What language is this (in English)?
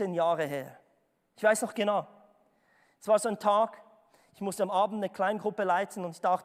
Swiss German